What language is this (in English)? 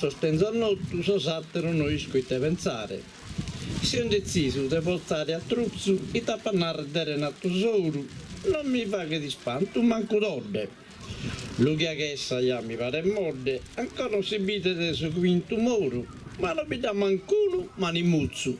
Sardinian